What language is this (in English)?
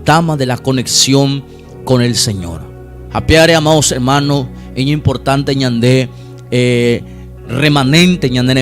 Guarani